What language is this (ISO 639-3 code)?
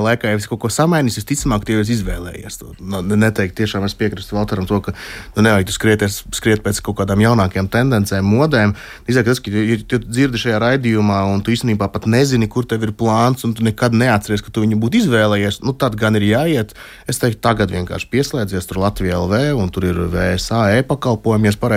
lav